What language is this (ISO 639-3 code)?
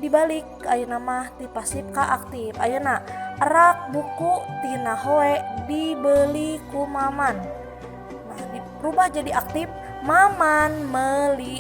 sun